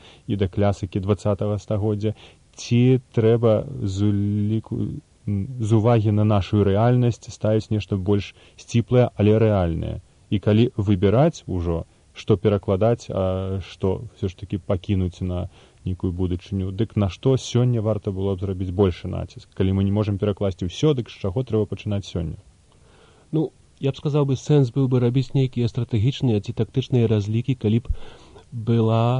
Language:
Belarusian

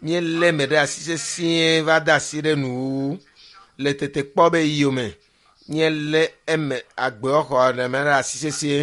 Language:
Ewe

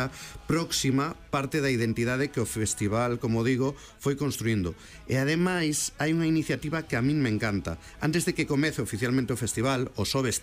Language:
Galician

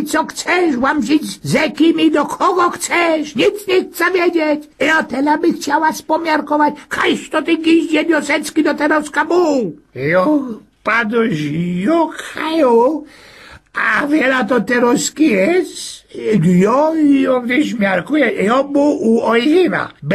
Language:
Silesian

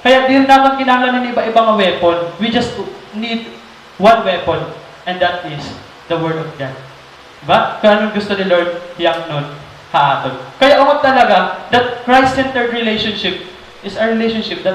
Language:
Waray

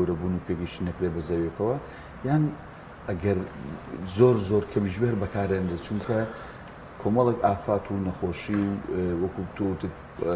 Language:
Central Kurdish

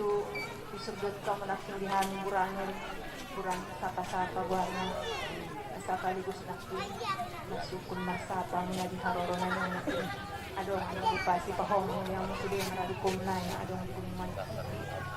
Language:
Batak Angkola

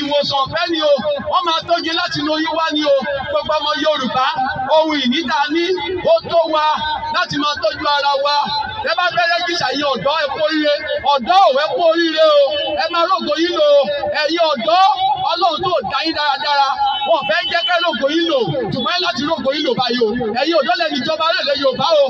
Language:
Yoruba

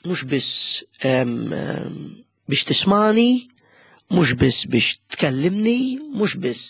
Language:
Maltese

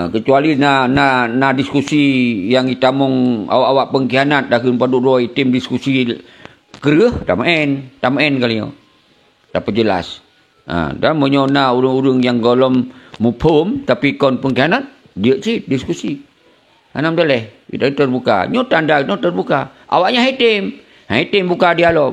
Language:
Achinese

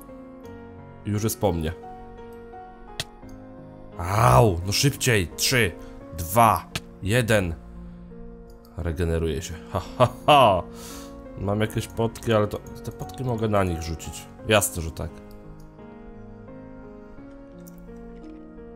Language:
Polish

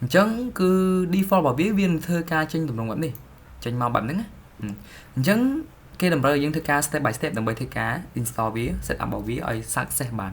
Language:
Khmer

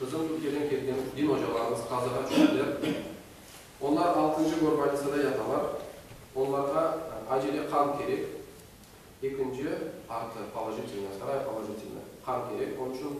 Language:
Crimean Tatar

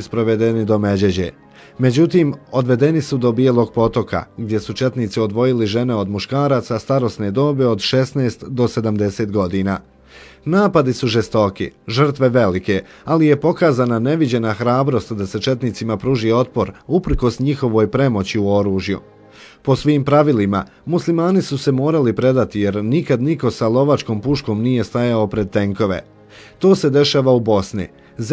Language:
Bosnian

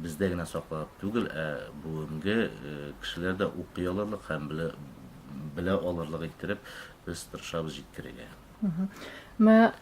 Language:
Tatar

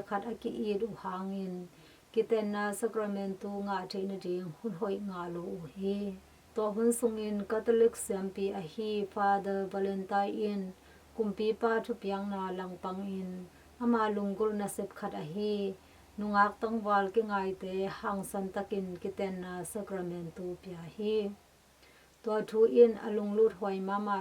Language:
Tedim Chin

